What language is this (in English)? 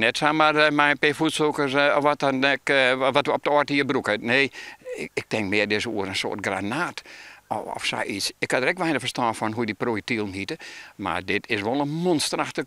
Western Frisian